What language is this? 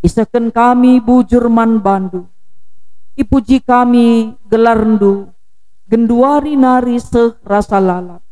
Batak Karo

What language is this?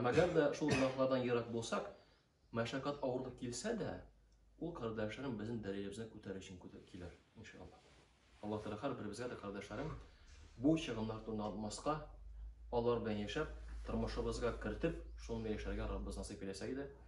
Tatar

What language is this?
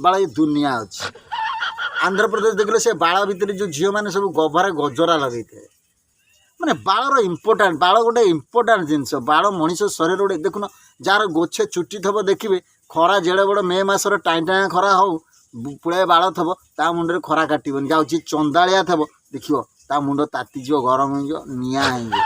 Odia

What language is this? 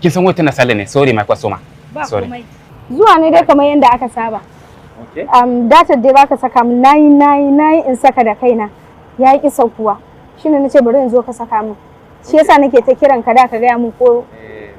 Hausa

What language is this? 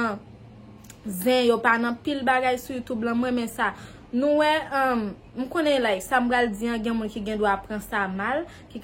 Haitian Creole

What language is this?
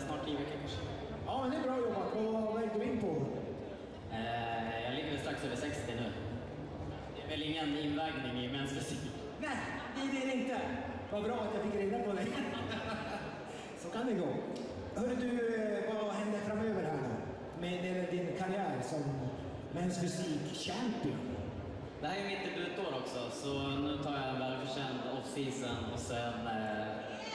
Swedish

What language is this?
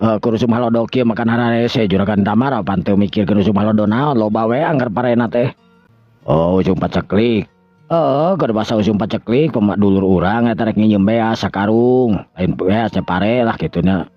Sundanese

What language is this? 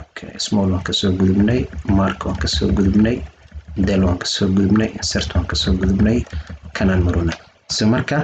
Somali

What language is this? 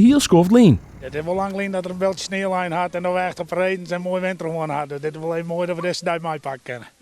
Western Frisian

